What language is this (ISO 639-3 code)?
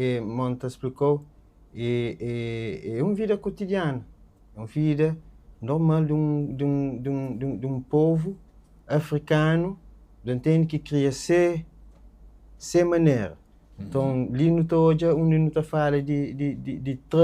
kea